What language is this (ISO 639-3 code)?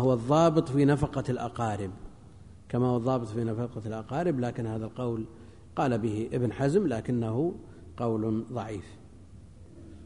ara